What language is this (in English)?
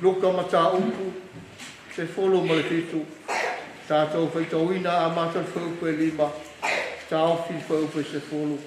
Samoan